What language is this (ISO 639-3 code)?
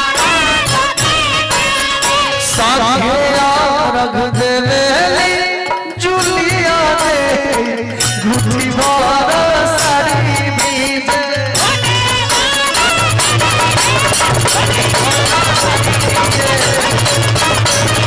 bho